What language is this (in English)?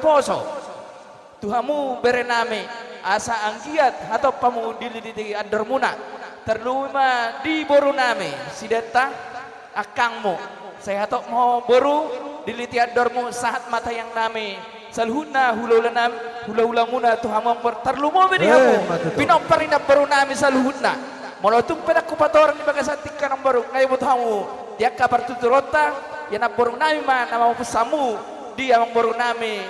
Batak Toba